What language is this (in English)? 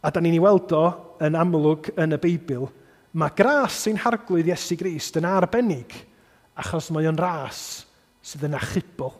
Welsh